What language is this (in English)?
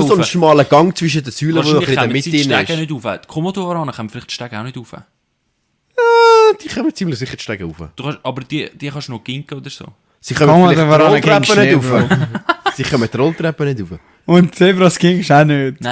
Swiss German